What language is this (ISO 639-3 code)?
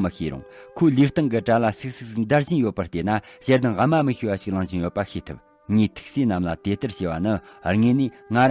bod